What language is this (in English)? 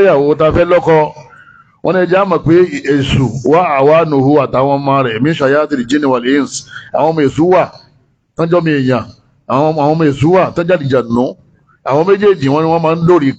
Yoruba